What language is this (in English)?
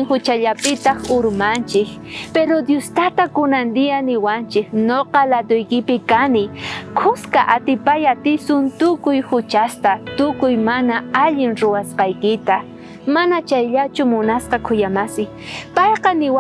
South Bolivian Quechua